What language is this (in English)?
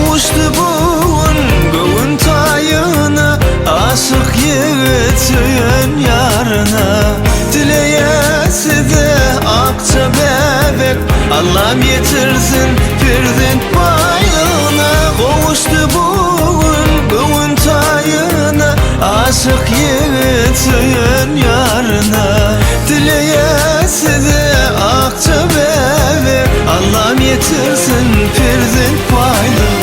Turkmen